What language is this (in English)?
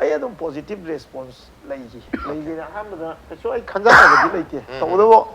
Manipuri